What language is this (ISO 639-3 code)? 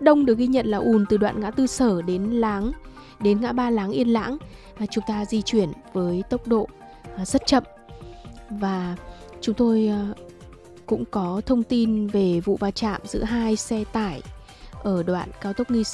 vie